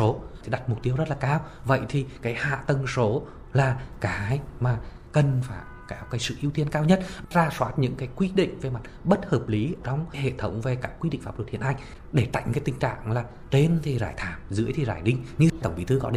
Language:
Vietnamese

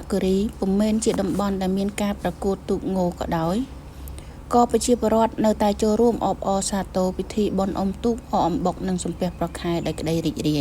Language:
Khmer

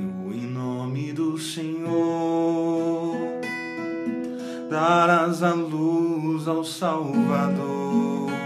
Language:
Portuguese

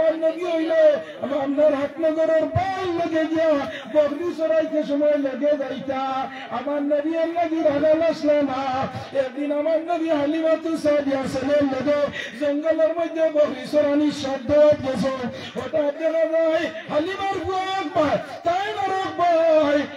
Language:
Sylheti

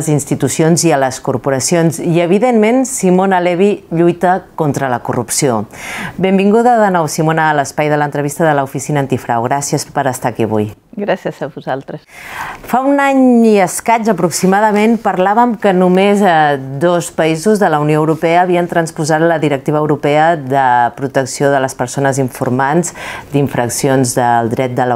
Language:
Catalan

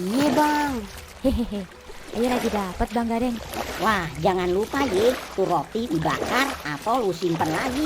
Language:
Betawi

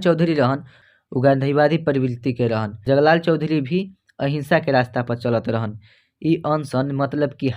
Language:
Bhojpuri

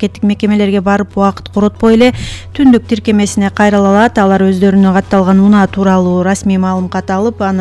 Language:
Kyrgyz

